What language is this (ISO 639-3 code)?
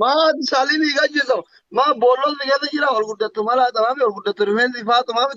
orm